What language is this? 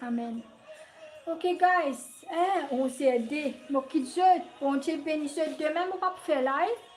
Morisyen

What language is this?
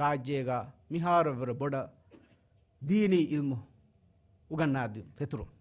Divehi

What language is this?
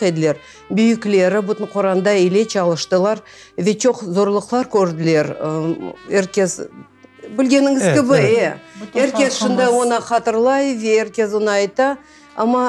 Crimean Tatar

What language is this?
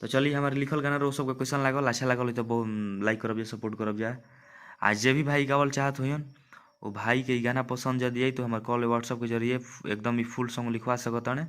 Bhojpuri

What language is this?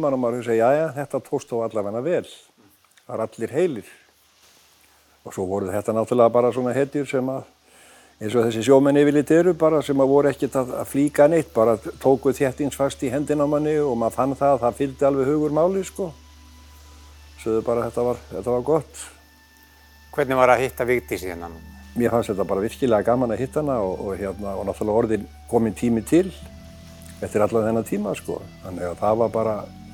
Icelandic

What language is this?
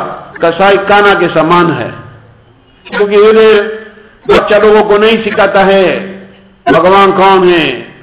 Hindi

